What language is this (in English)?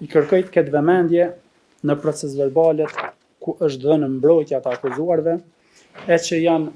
Albanian